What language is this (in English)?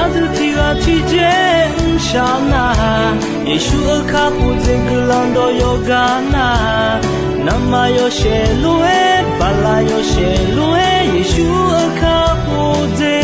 Akha